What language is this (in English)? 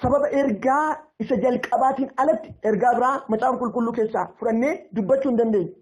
Oromo